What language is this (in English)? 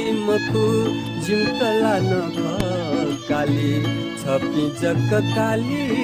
Newari